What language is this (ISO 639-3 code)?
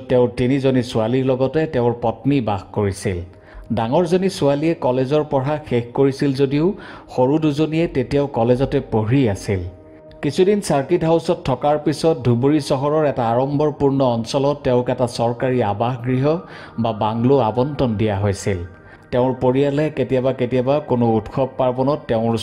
asm